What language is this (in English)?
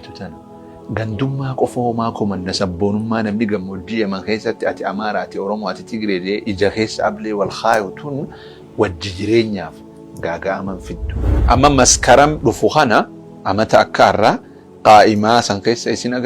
Oromo